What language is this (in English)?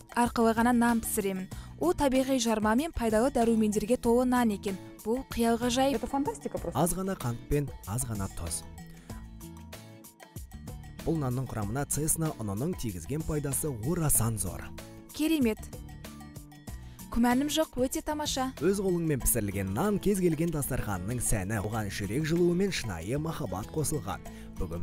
Kazakh